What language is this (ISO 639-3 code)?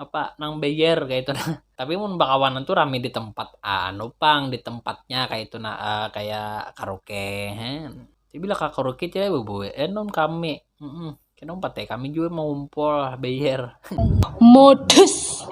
bjn